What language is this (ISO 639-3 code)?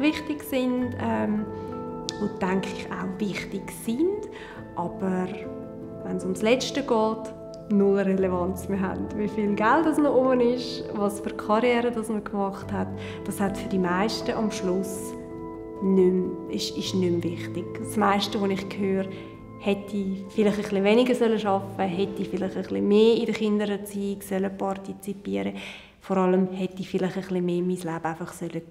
gsw